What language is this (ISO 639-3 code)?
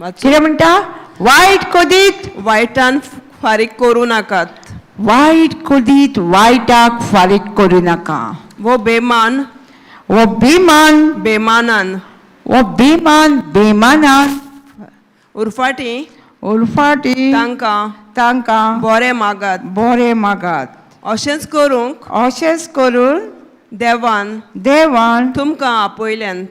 kok